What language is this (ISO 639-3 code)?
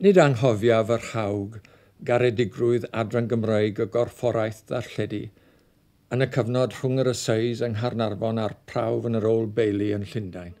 cym